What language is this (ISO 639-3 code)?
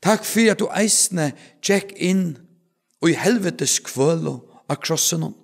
fao